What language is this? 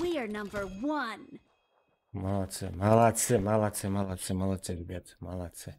Kara-Kalpak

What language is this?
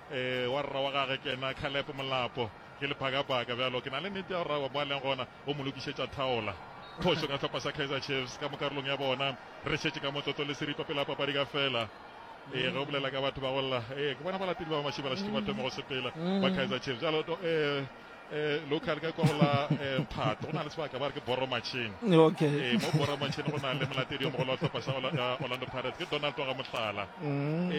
Northern Sotho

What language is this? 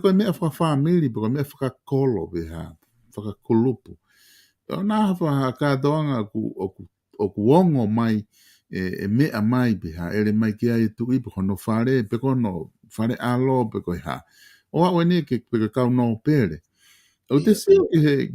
Tongan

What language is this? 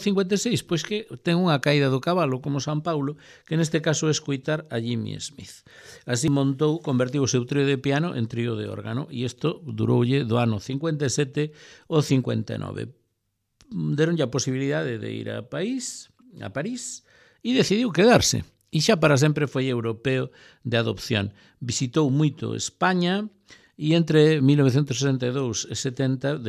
Galician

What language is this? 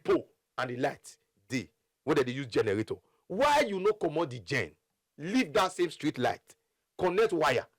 Nigerian Pidgin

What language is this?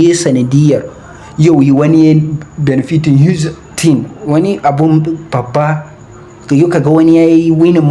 Hausa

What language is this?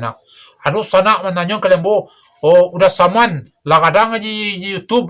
Minangkabau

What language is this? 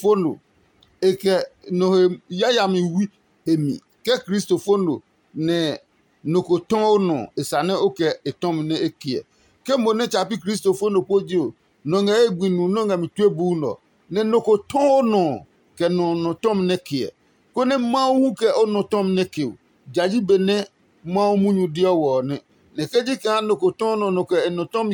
Adangme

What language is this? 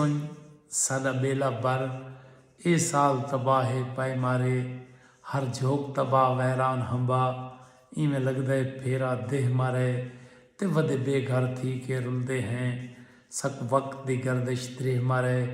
Saraiki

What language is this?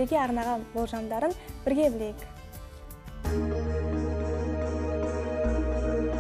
Kazakh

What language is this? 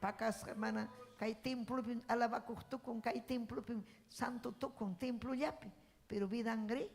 Ayacucho Quechua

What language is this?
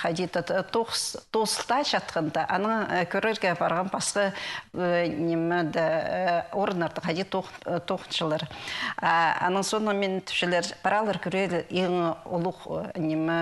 Khakas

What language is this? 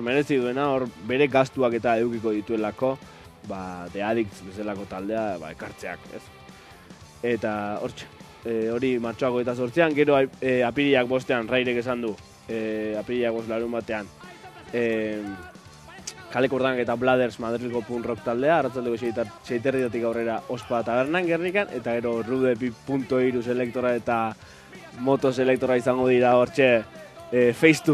Basque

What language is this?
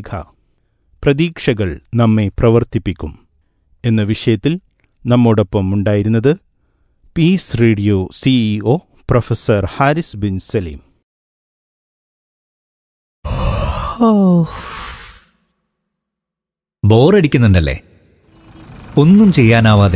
Malayalam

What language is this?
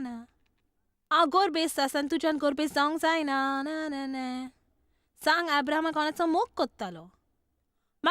Konkani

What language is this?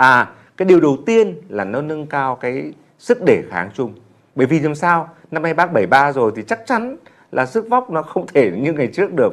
Vietnamese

